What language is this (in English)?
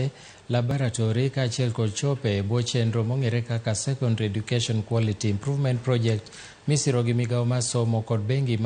Luo (Kenya and Tanzania)